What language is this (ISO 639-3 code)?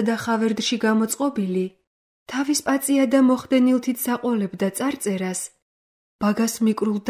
kat